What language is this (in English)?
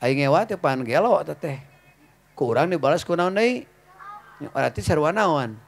Sundanese